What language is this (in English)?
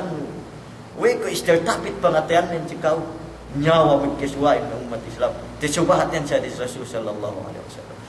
Yakan